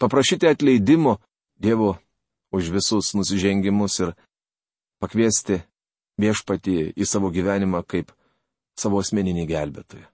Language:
Lithuanian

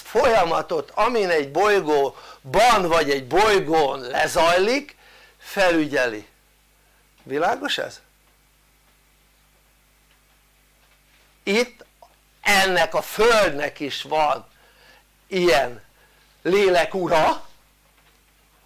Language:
Hungarian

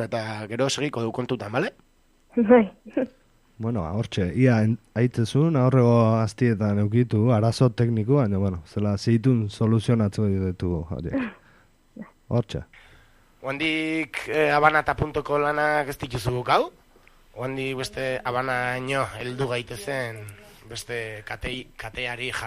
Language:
Basque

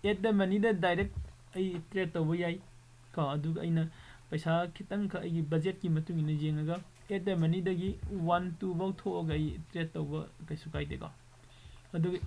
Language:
Manipuri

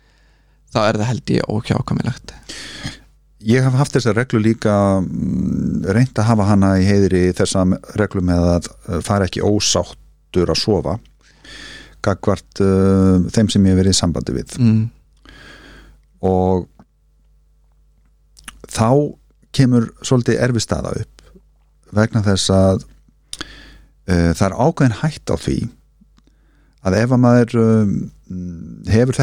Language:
Icelandic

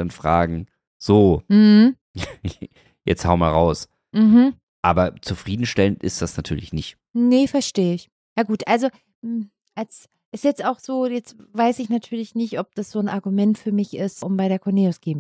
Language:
German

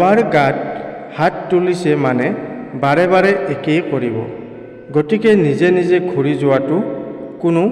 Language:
Assamese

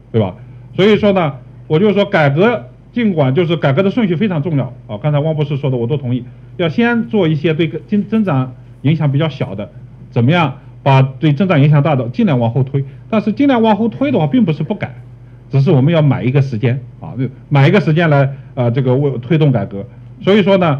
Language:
Chinese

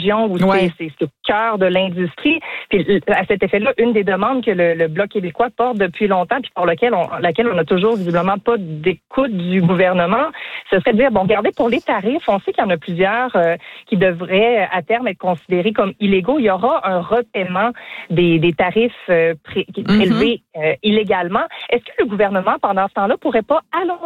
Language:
French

